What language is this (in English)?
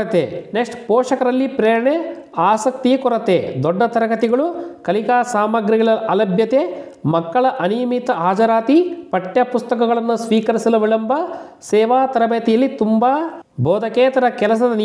Kannada